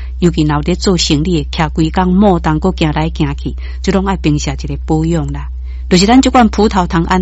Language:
Min Nan Chinese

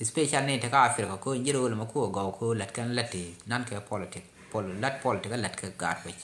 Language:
Nuer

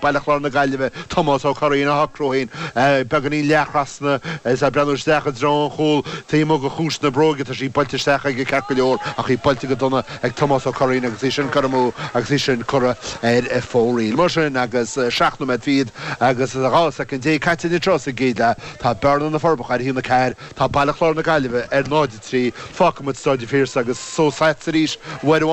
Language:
Irish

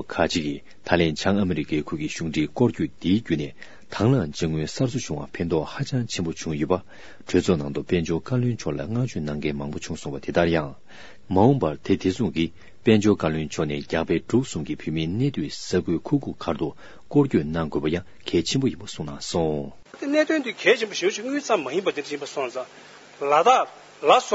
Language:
Tibetan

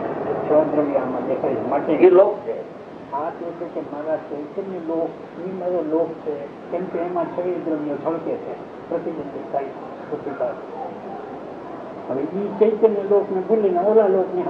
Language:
Gujarati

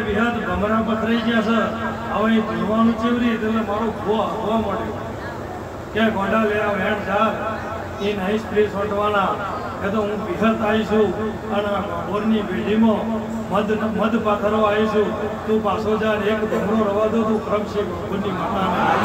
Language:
Gujarati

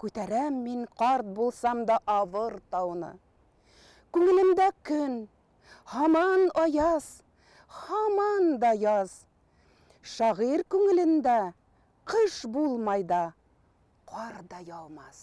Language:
Tatar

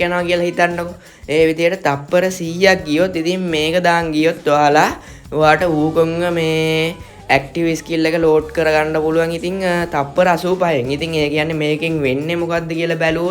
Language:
Sinhala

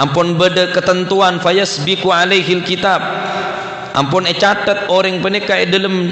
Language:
Madurese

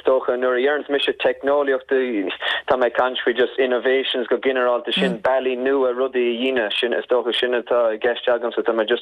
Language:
Irish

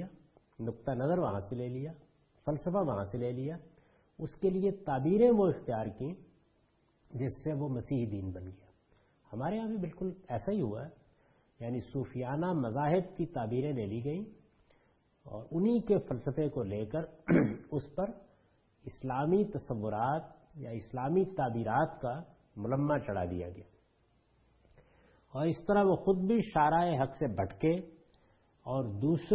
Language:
Urdu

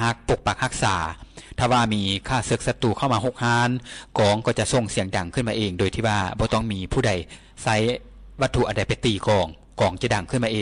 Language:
Lao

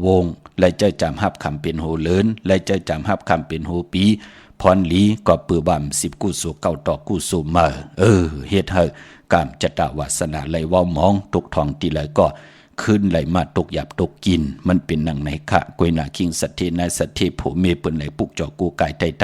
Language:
Shan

